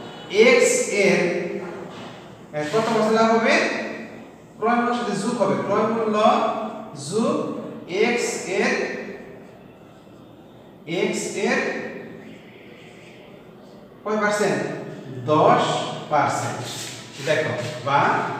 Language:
Bangla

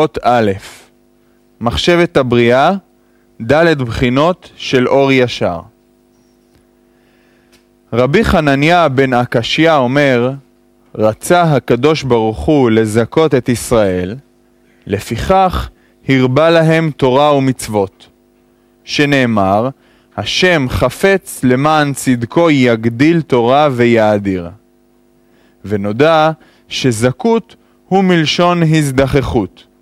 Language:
Hebrew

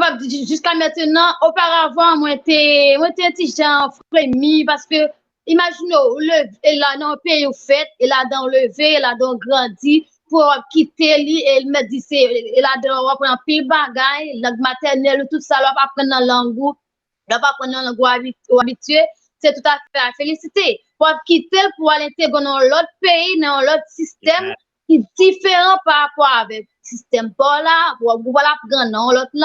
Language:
Haitian Creole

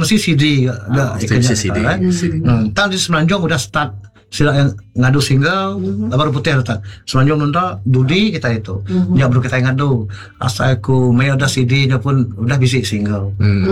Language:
Malay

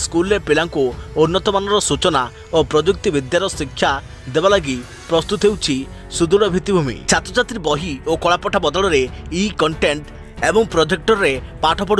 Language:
Odia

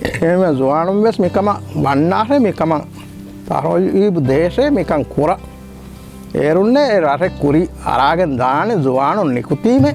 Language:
Divehi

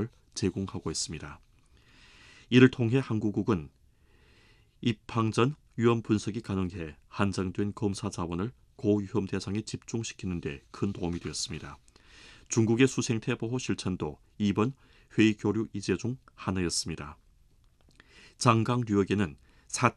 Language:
Korean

